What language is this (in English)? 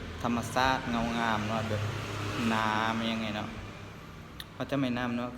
Lao